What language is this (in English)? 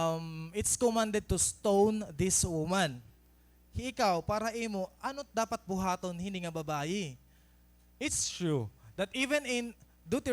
Waray